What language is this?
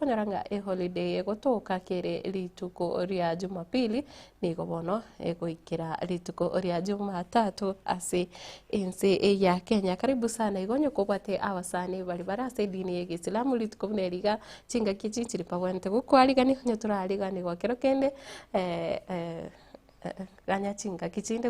Gusii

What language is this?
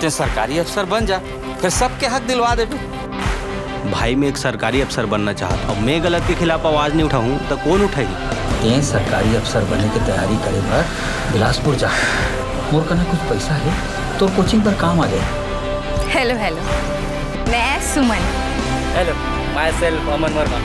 Chhattisgarhi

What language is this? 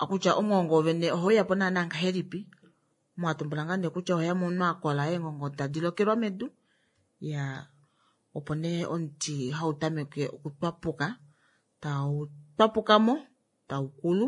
Kuanyama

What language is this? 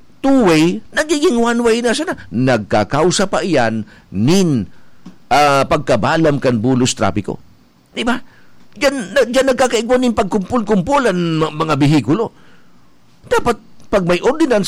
Bikol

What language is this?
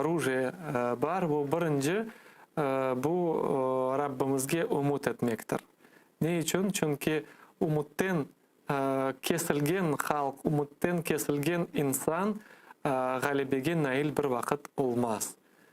Crimean Tatar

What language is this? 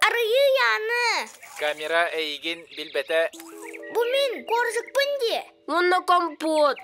Yakut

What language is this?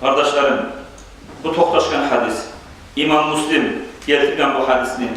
Kumyk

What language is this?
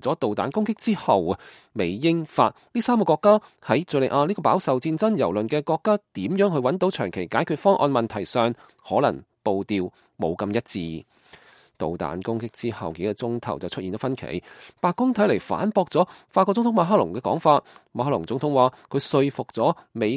Cantonese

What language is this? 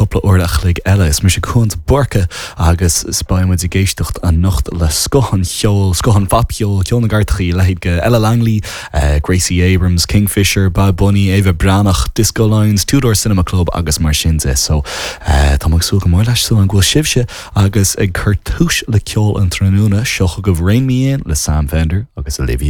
Irish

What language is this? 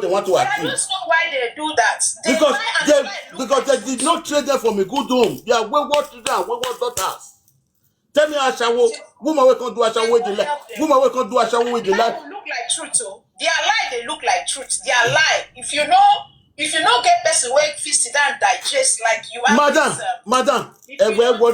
Nigerian Pidgin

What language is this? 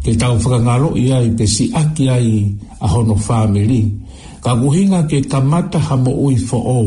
Tongan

